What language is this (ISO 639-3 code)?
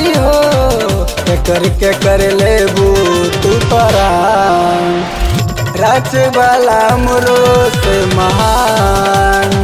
bho